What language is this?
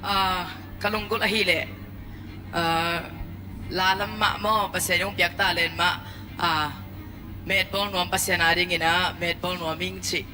Tedim Chin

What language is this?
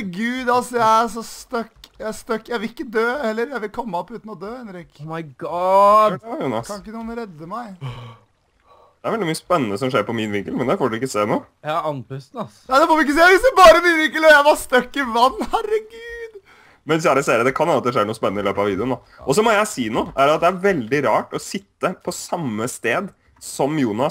Norwegian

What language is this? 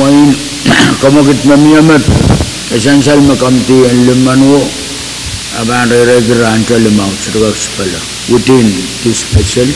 Pohnpeian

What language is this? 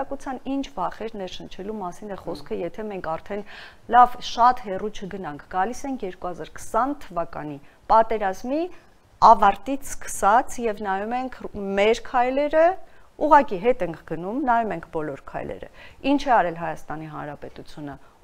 Armenian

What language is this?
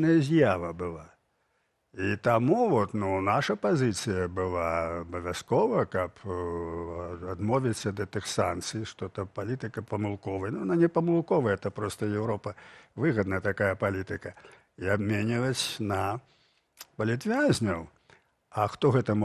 Belarusian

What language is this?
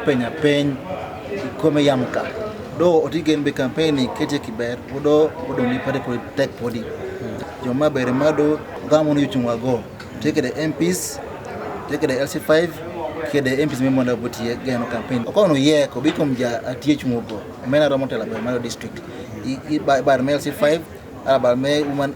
Acoli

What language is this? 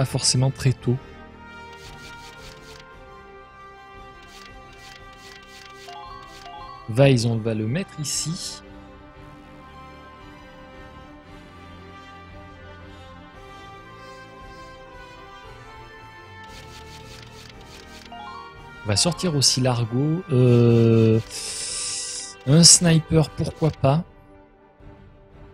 French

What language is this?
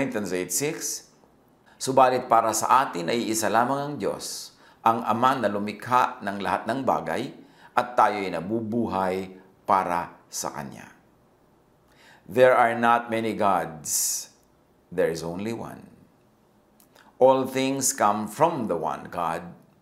Filipino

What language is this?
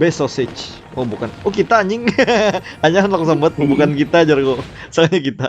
Banjar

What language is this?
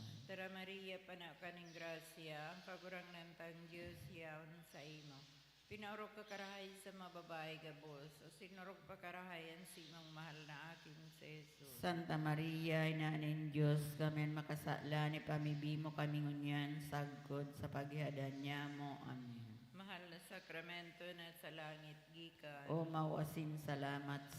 Bikol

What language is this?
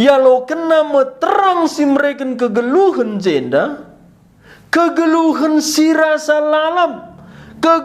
Batak Karo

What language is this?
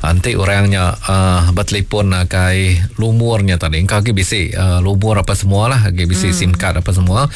Iban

